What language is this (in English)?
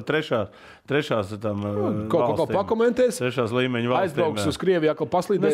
Latvian